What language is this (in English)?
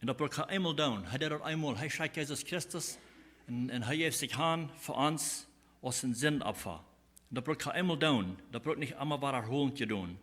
Plautdietsch